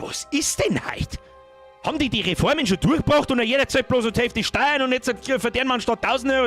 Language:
Bavarian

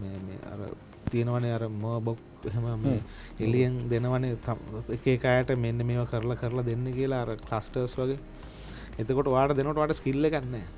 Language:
Sinhala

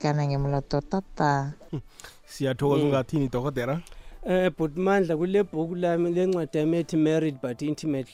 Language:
South Ndebele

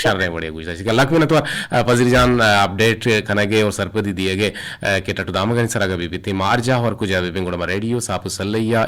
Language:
Eastern Balochi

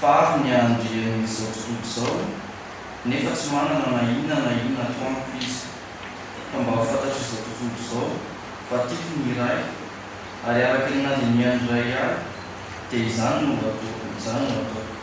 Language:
Malagasy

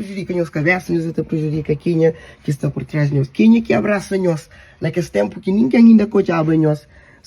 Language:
Kabuverdianu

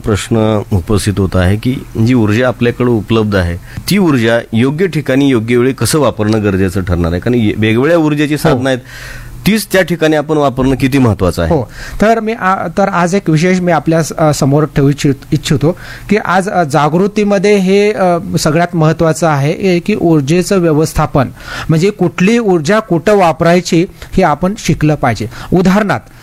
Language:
Marathi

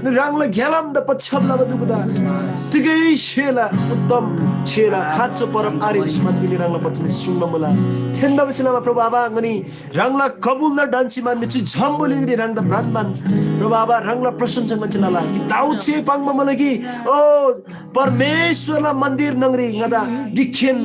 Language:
Eastern Tamang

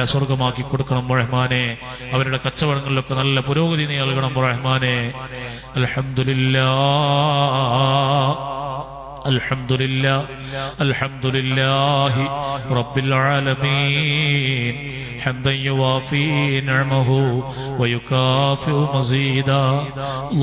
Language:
Malayalam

